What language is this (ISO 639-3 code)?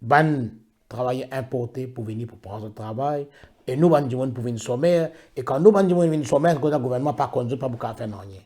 mfe